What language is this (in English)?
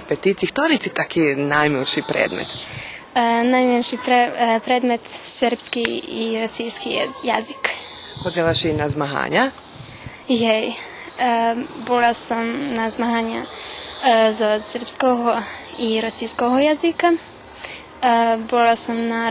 Rusyn